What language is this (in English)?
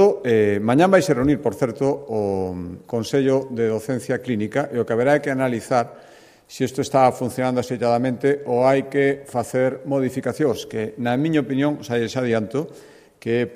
Galician